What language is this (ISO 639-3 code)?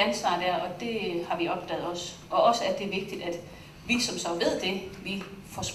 dan